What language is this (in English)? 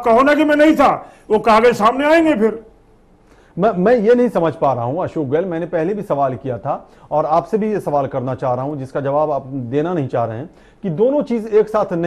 Hindi